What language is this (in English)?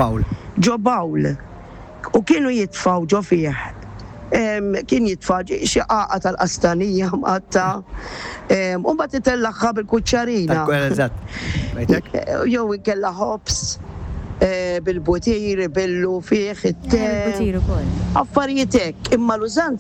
Maltese